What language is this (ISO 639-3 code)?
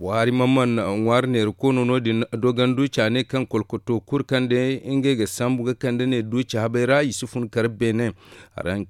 dje